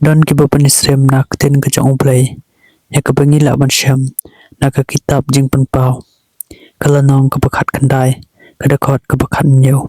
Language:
Khasi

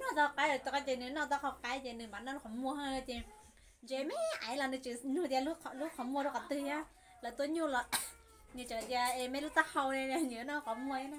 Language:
Hmong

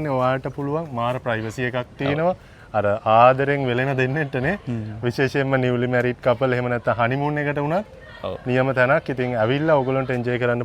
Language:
Sinhala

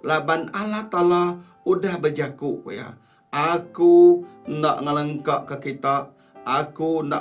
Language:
Iban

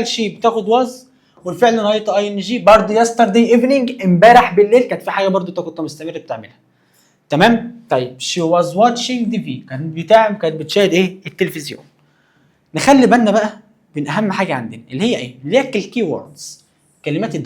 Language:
Egyptian Arabic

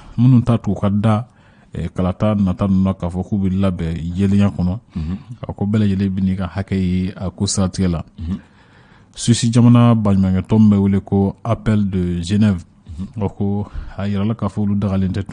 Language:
Bambara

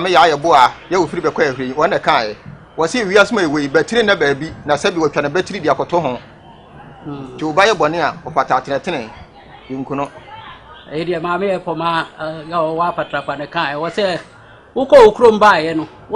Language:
Akan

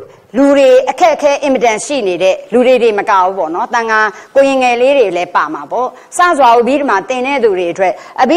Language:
Burmese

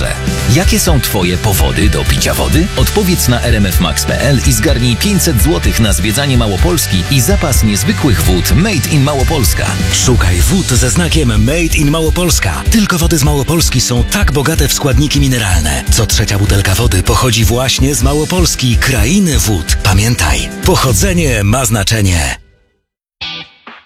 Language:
Polish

